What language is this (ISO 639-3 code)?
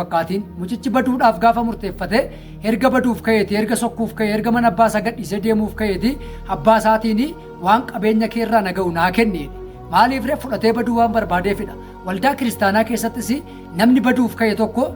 orm